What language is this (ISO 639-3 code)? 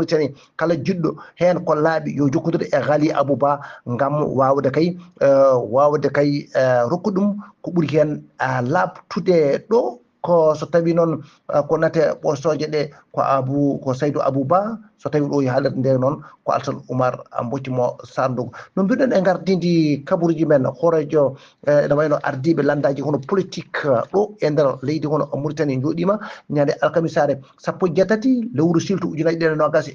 ful